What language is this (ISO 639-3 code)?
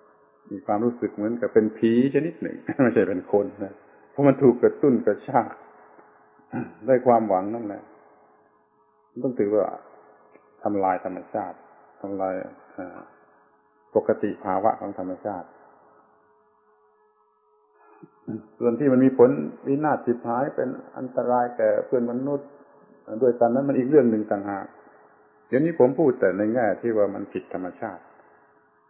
tha